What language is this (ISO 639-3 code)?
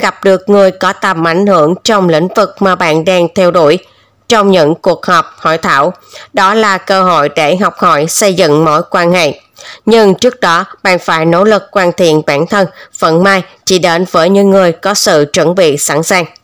vie